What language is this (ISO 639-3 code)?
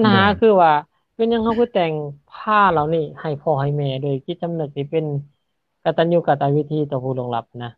lao